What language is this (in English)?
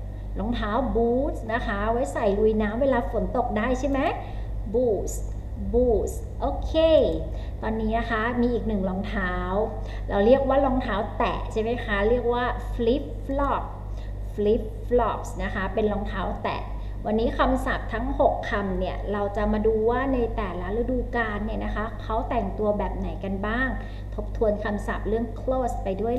Thai